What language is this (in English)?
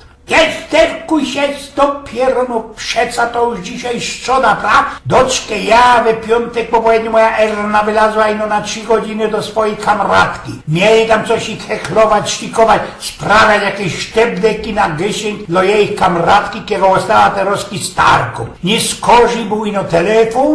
Silesian